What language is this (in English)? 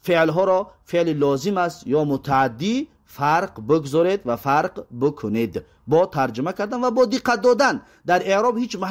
Tajik